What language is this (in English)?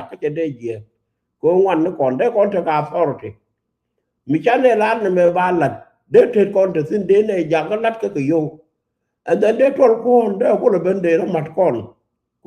Nuer